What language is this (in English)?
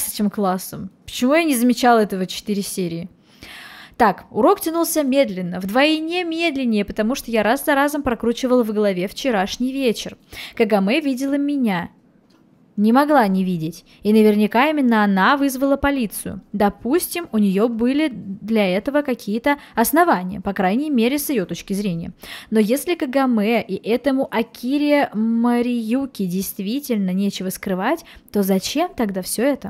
Russian